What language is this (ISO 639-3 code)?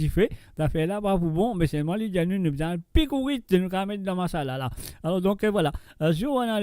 mfe